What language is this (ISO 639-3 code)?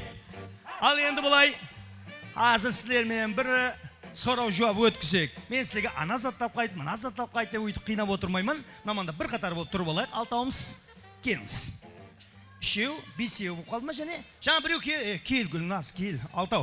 kaa